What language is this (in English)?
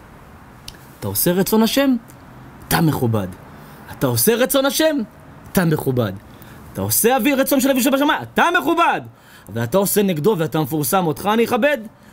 Hebrew